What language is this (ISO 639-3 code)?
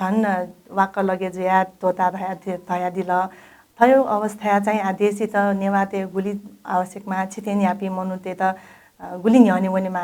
new